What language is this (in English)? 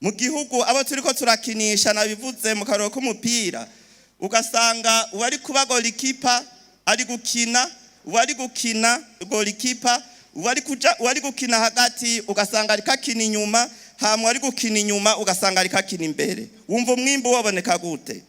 Rundi